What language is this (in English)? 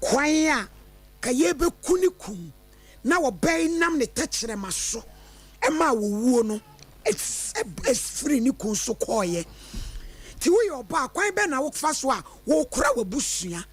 Akan